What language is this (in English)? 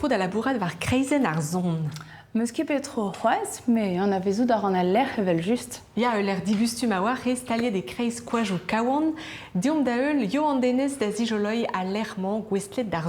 Breton